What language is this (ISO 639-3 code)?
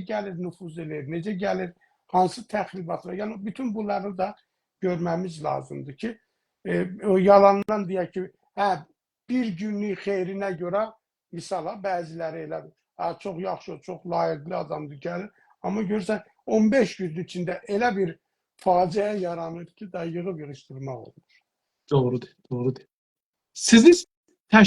azb